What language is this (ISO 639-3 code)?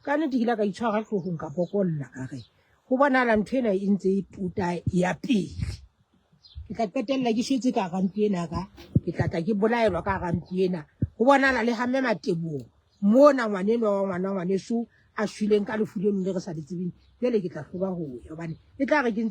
sot